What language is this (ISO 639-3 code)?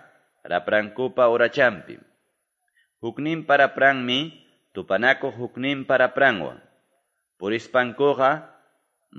que